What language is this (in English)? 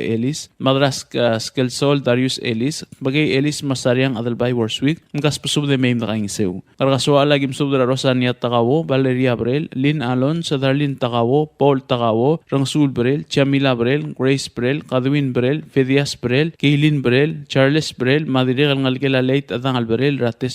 Palauan